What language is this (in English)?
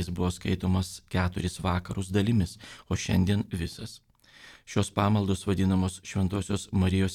Lithuanian